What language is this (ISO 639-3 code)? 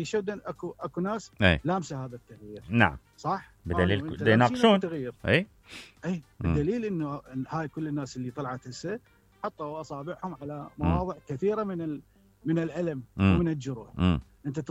acm